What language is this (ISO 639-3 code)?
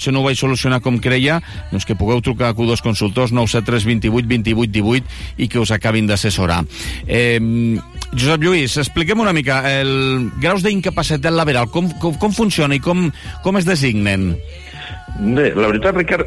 cat